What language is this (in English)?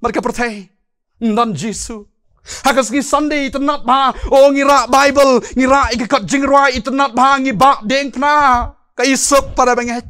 Khasi